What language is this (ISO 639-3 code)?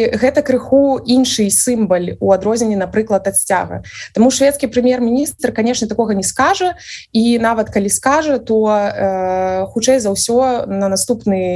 bel